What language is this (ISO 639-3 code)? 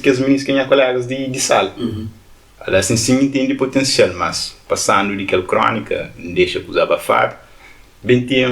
kea